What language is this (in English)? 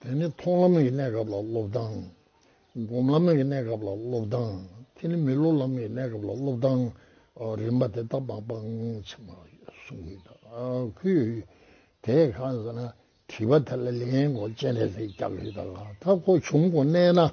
Tibetan